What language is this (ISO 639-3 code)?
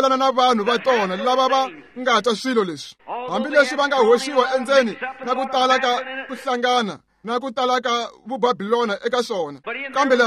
tso